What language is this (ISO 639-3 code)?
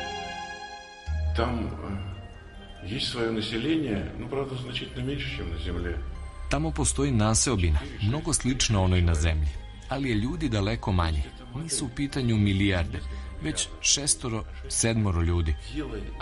srp